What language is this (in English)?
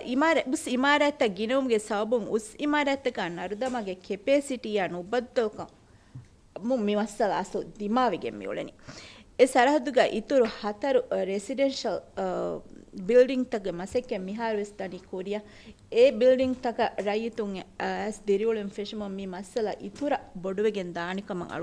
Divehi